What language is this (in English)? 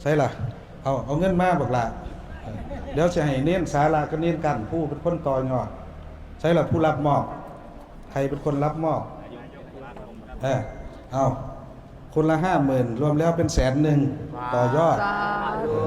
Northeastern Thai